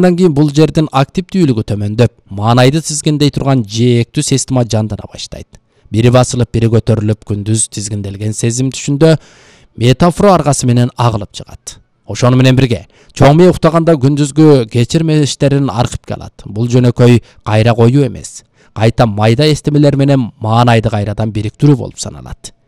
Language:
Kyrgyz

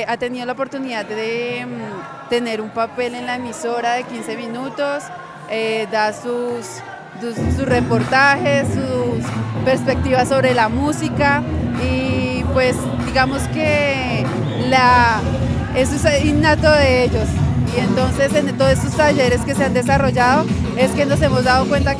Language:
Spanish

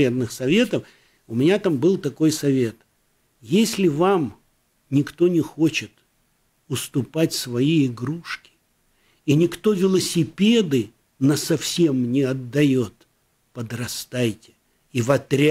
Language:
Russian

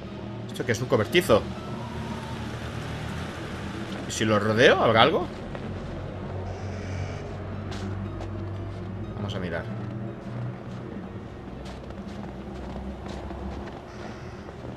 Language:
Spanish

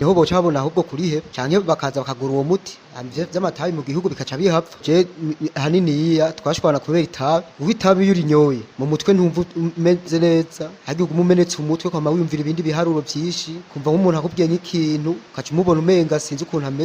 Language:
Rundi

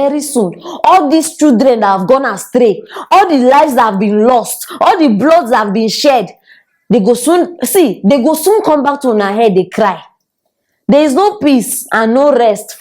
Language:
Nigerian Pidgin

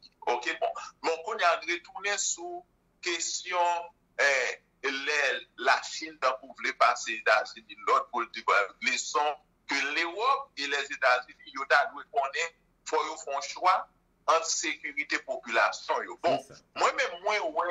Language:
Haitian Creole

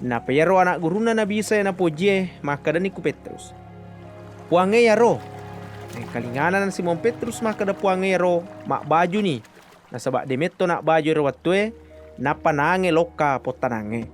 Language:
Buginese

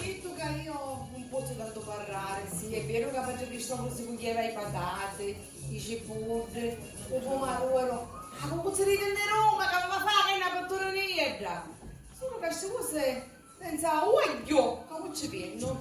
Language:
Sicilian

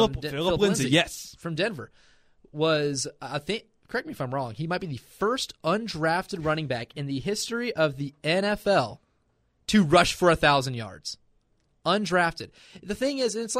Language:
English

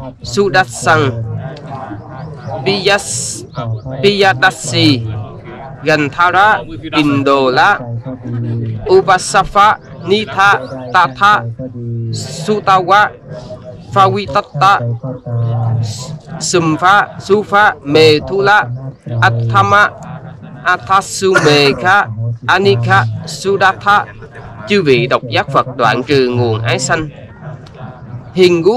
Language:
Vietnamese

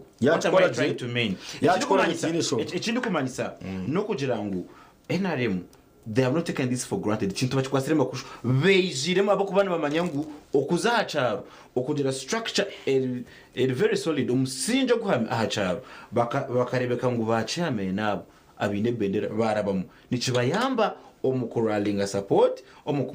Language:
Nyankole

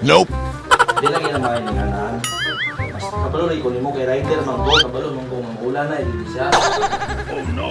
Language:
Cebuano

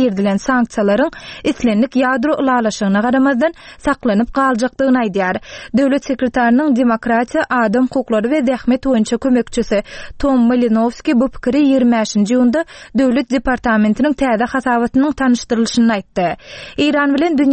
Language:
Turkmen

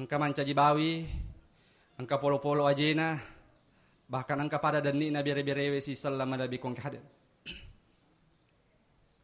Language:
Buginese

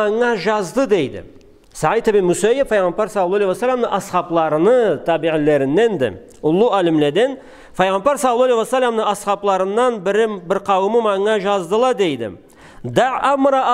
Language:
Karachay-Balkar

